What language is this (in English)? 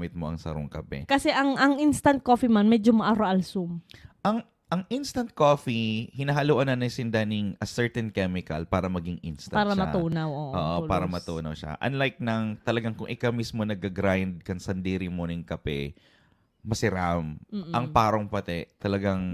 Bikol